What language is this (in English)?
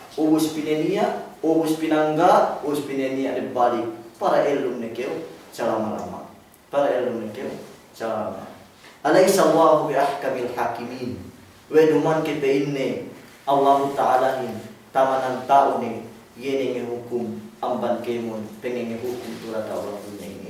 Yakan